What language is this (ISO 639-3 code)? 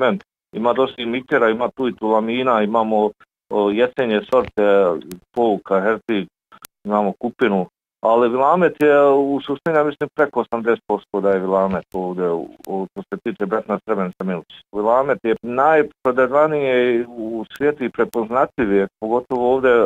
bos